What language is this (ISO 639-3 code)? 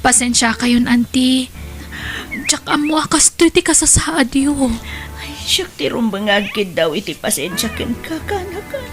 ilo